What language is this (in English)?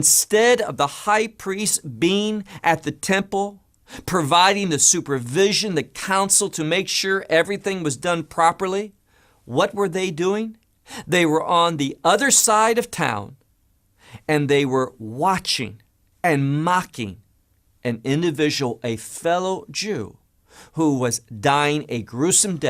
English